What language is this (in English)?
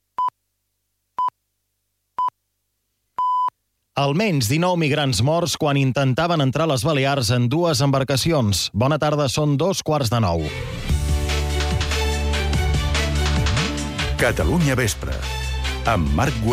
Catalan